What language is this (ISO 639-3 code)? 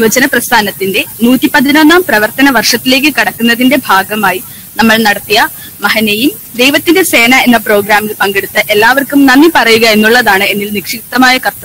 mal